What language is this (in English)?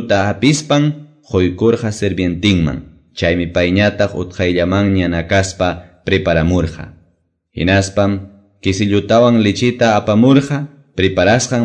Quechua